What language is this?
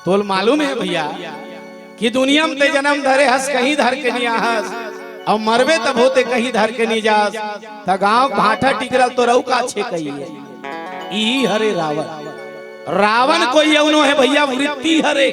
Chhattisgarhi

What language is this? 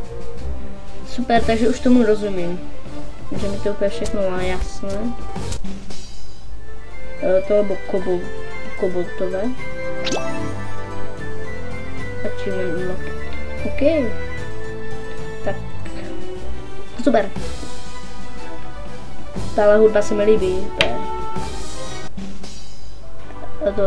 Czech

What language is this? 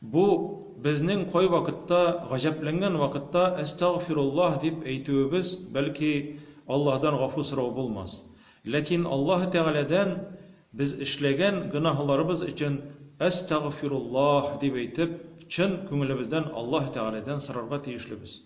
Tatar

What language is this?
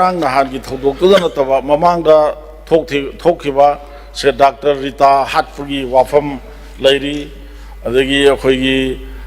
Manipuri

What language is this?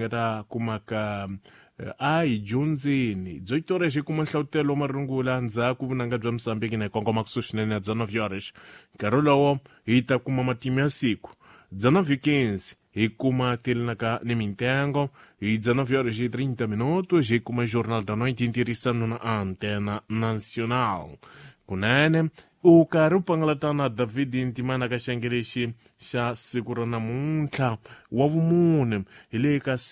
Tsonga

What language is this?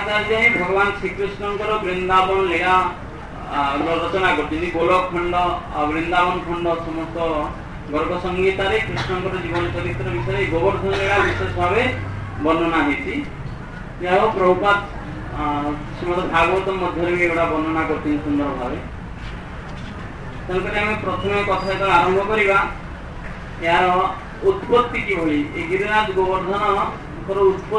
Odia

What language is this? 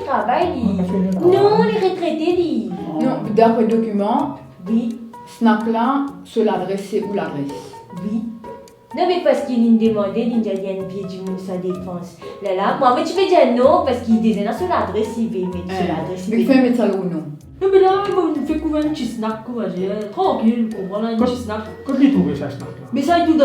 Morisyen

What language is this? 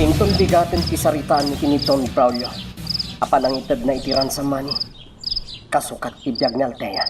Iloko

